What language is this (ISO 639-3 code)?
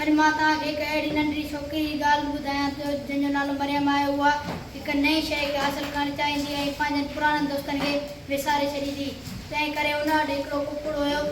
snd